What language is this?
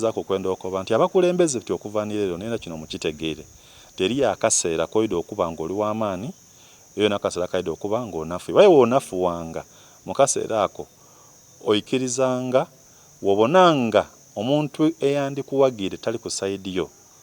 Soga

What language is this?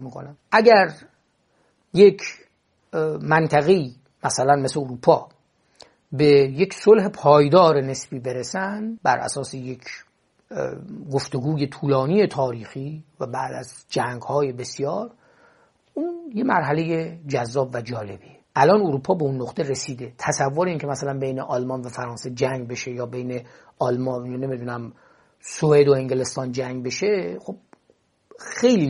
Persian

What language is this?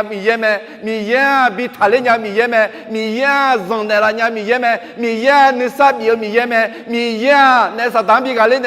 Akha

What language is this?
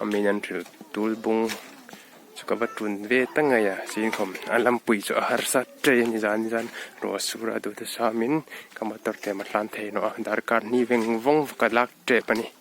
Hmar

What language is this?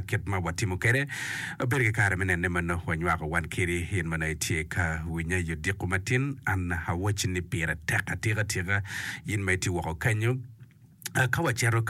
Acoli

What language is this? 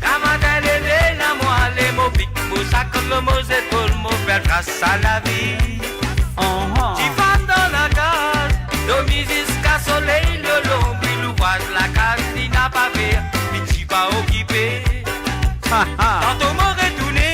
Morisyen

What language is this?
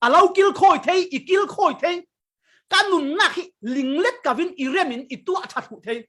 Falam Chin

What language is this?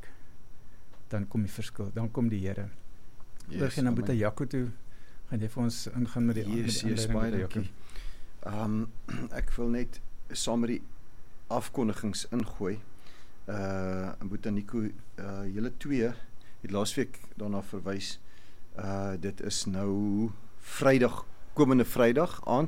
Afrikaans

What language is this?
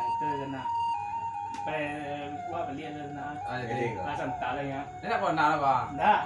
Minangkabau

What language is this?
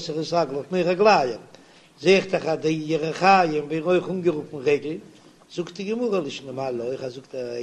Yiddish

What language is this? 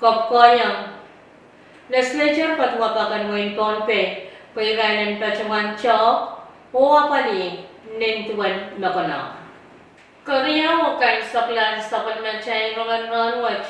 Pohnpeian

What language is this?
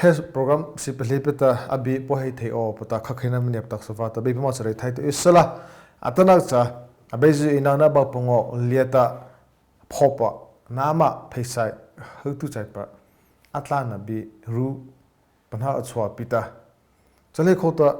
Mara Chin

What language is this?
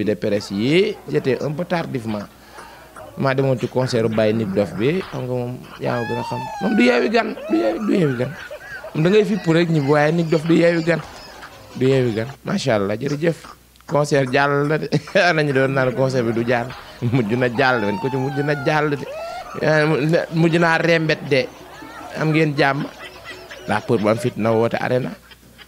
Wolof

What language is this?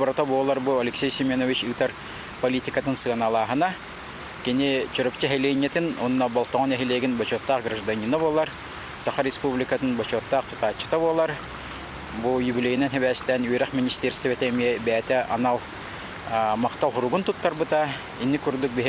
Yakut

